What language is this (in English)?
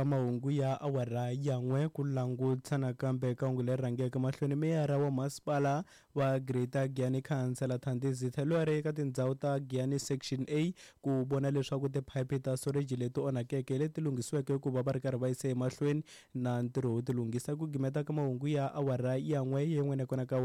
Tsonga